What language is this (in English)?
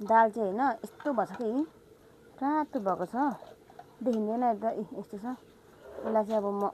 Nepali